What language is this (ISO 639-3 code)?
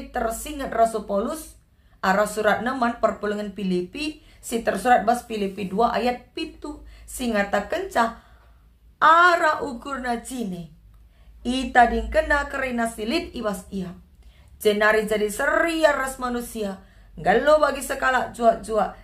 btx